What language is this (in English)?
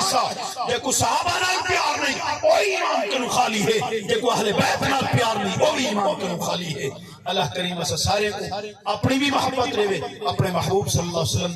Saraiki